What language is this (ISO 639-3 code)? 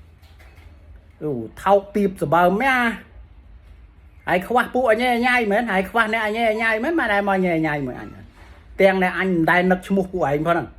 khm